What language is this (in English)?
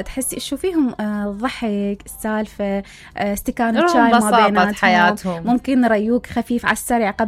Mesopotamian Arabic